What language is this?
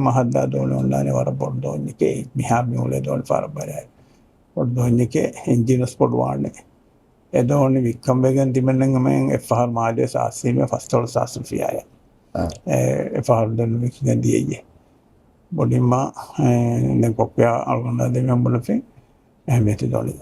Divehi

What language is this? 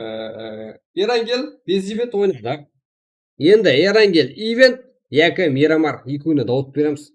Kara-Kalpak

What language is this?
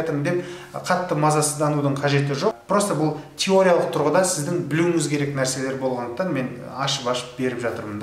Kazakh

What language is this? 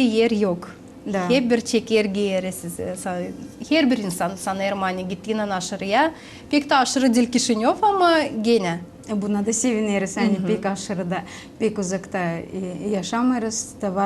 Gagauz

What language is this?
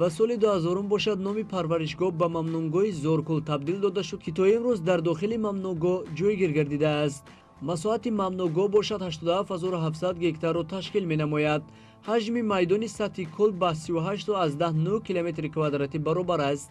Tajik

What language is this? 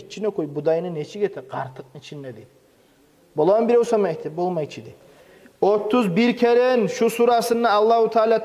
Kumyk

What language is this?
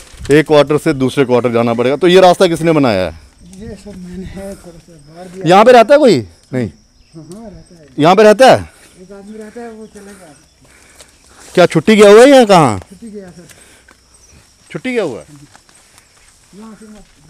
Hindi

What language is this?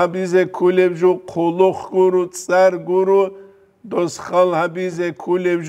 Avaric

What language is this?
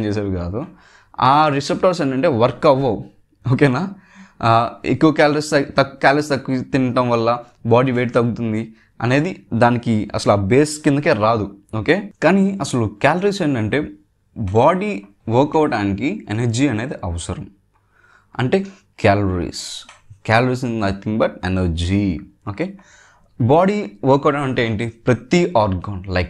Telugu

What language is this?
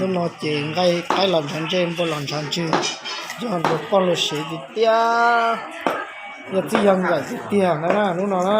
Hmong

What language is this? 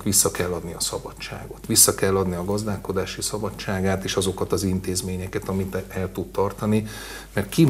Hungarian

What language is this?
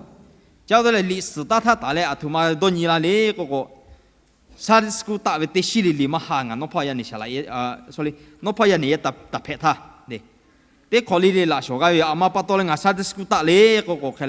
Lahu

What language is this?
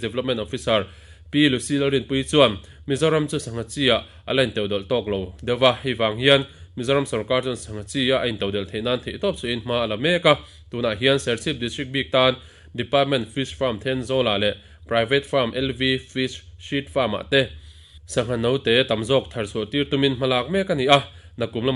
Mizo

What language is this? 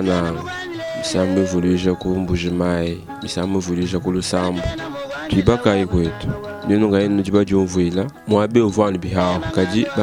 Luba-Lulua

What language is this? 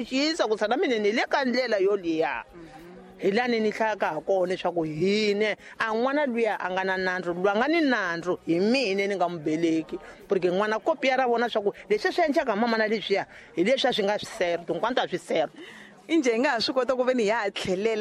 Tsonga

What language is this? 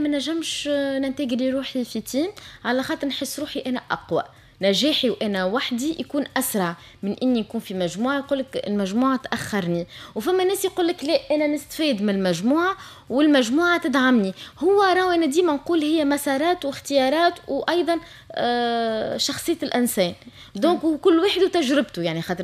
Tunisian Arabic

